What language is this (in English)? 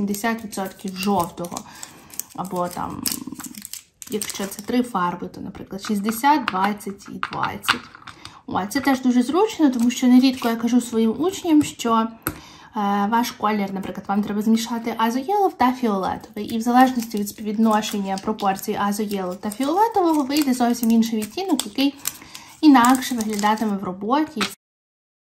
Ukrainian